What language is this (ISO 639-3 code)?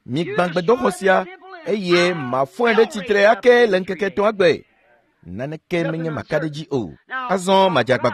ewe